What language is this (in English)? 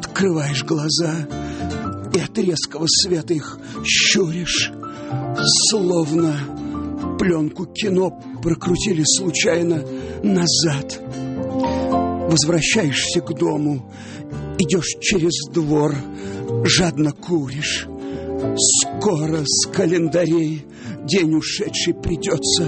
Russian